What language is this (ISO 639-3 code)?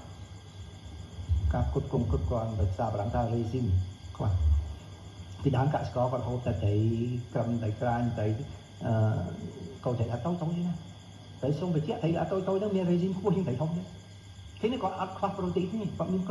khm